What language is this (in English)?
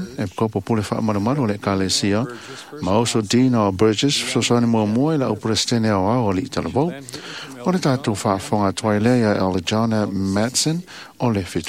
Samoan